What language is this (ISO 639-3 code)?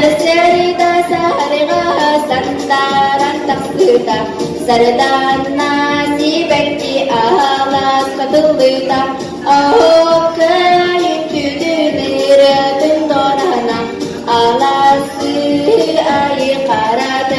sah